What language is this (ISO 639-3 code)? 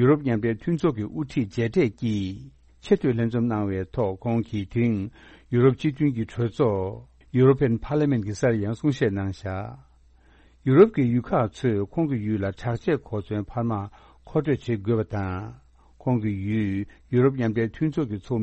bod